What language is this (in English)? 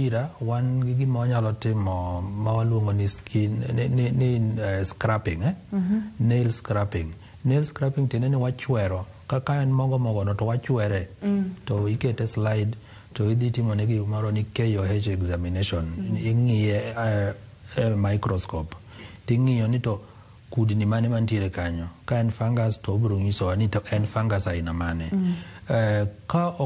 Luo (Kenya and Tanzania)